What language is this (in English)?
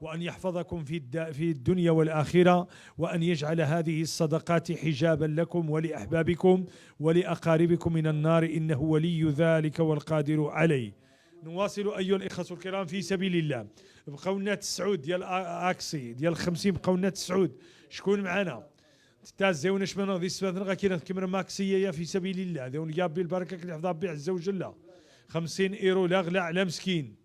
Moroccan Arabic